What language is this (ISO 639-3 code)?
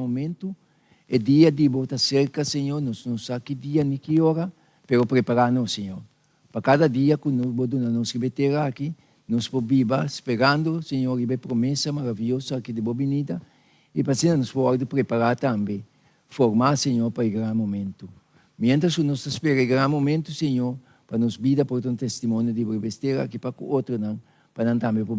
pap